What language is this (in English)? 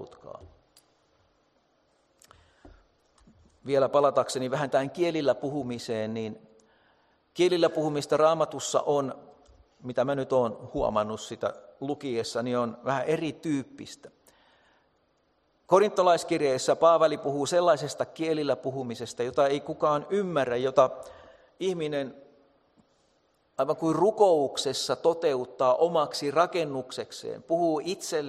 Finnish